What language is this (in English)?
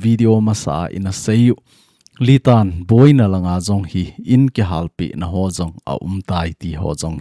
Thado Chin